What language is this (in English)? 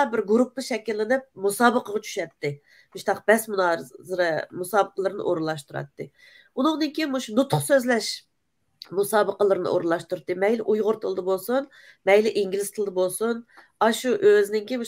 Uyghur